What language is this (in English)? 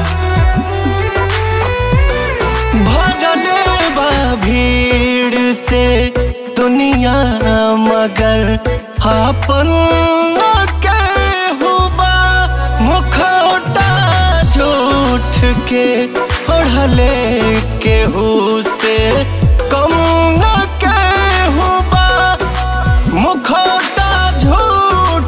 Bhojpuri